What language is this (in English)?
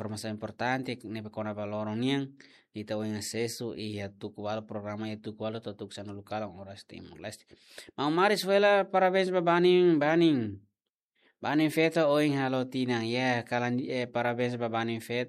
Tetum